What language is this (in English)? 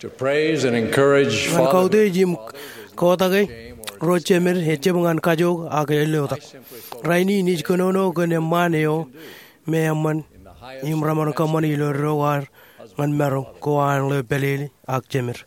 Marshallese